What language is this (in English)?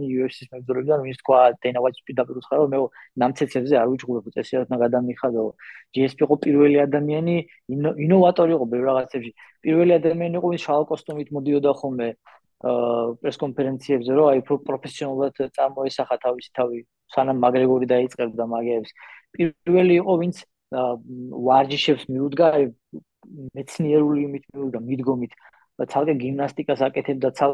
Georgian